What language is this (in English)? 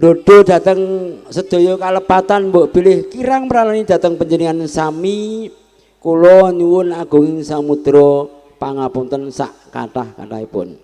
Javanese